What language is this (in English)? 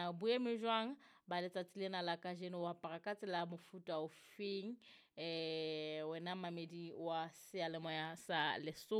Southern Sotho